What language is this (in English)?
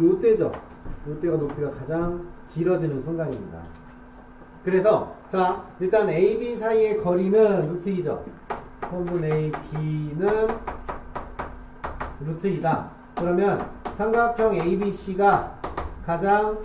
Korean